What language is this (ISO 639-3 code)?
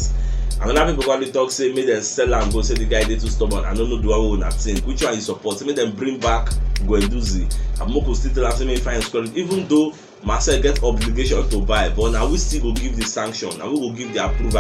pcm